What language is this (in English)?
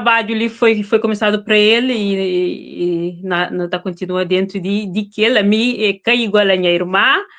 Kabuverdianu